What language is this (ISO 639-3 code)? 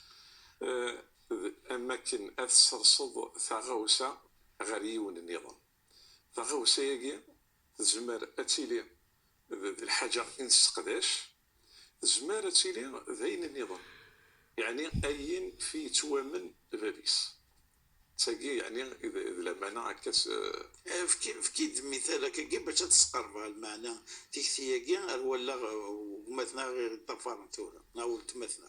kab